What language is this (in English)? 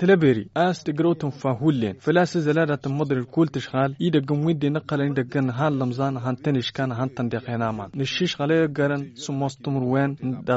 Tamasheq